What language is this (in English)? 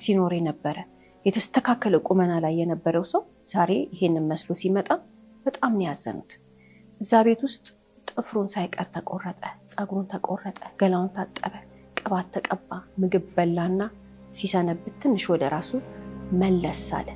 Amharic